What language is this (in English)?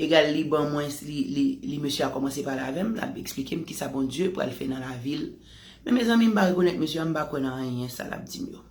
Haitian Creole